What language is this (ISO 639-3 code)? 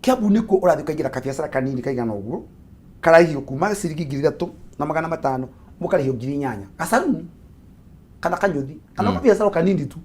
kik